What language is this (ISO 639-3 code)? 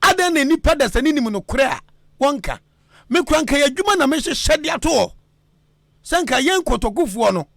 aka